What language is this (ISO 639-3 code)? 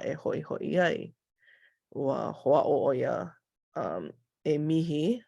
haw